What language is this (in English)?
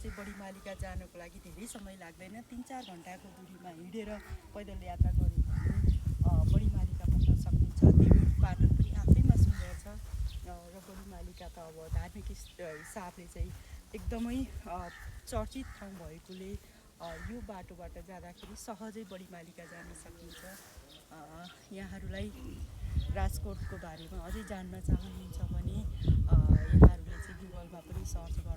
Nepali